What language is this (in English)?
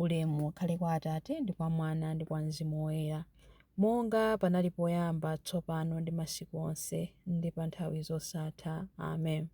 Nyanja